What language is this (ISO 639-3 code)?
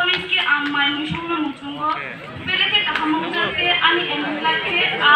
trp